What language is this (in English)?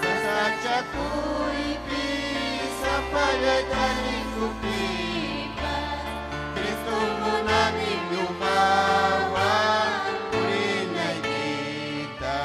Ayacucho Quechua